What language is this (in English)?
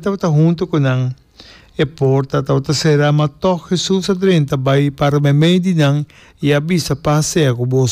Papiamento